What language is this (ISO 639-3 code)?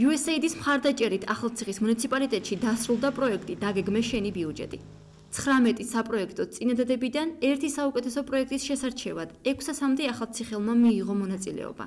kat